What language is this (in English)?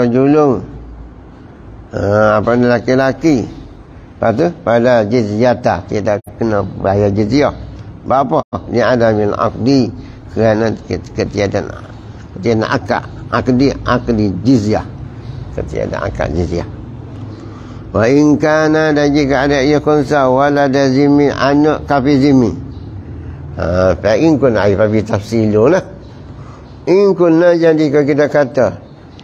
Malay